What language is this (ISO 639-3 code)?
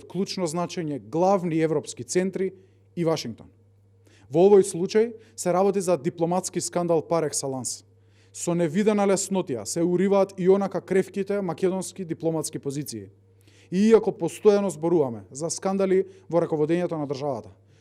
mkd